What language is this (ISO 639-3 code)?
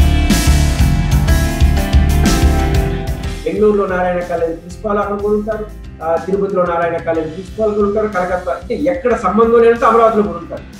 tel